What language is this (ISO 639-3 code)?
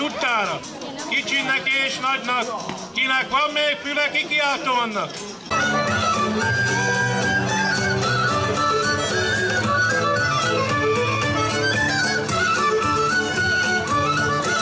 hun